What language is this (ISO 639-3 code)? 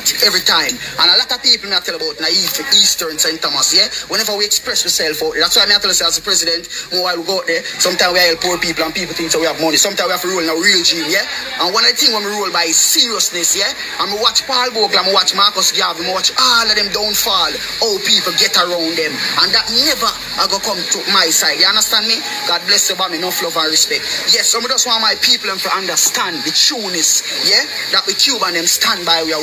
jam